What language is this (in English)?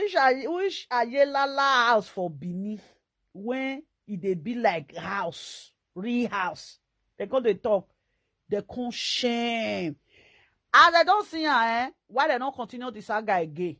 Nigerian Pidgin